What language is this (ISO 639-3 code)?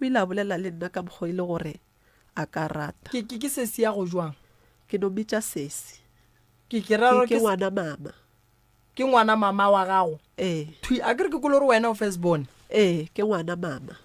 nso